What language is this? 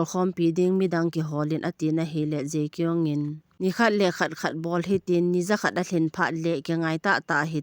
Thado Chin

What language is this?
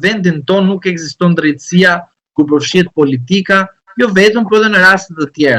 Albanian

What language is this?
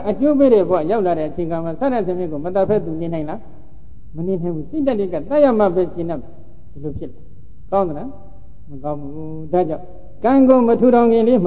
Burmese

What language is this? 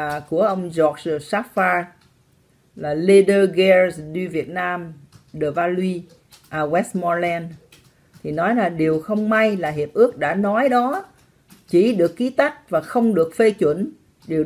Vietnamese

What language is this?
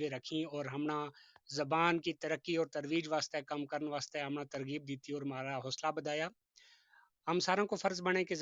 Gujari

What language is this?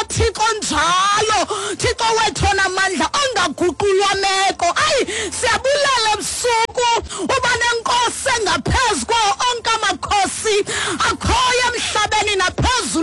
Xhosa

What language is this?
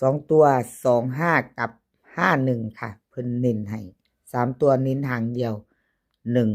Northeastern Thai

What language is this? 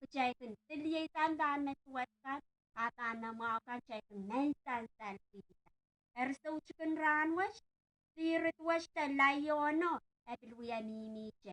Pohnpeian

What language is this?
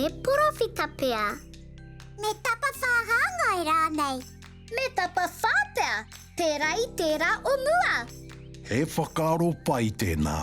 Māori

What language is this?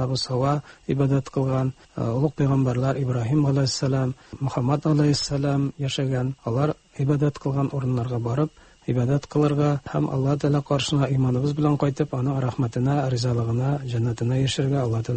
Tatar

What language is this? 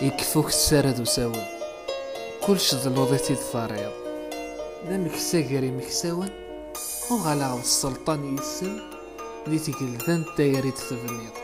Kabyle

